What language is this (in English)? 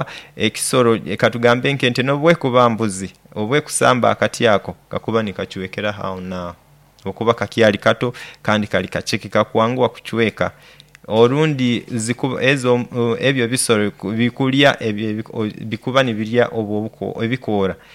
Nyoro